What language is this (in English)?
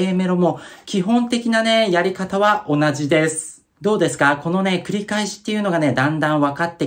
Japanese